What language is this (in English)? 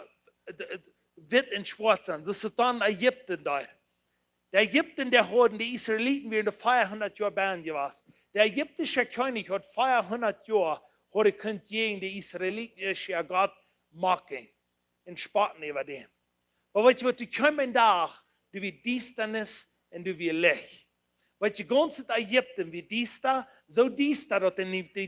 Plautdietsch